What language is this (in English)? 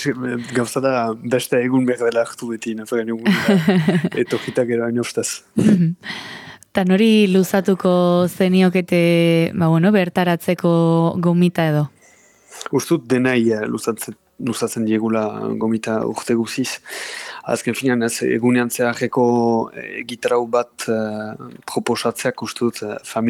Basque